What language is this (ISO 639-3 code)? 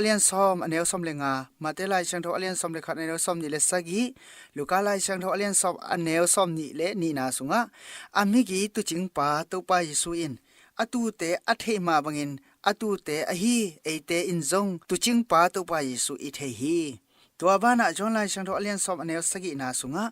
ctd